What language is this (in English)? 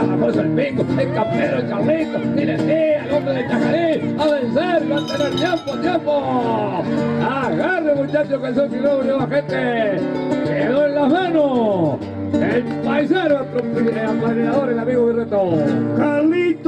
Spanish